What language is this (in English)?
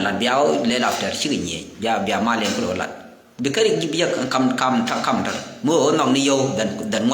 Nuer